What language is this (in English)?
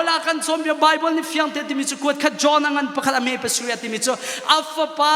Hakha Chin